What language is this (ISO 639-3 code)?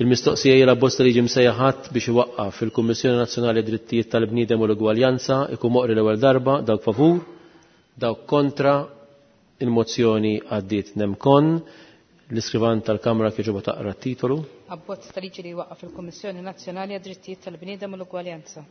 mlt